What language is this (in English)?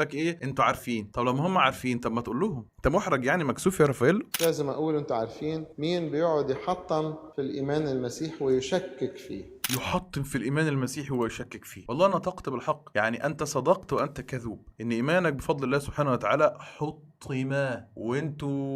Egyptian Arabic